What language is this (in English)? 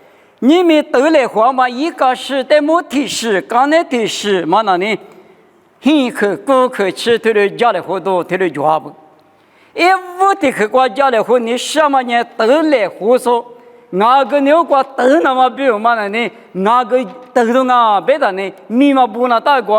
Lisu